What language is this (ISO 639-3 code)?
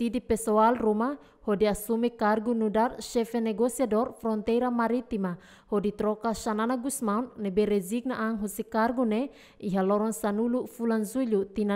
tet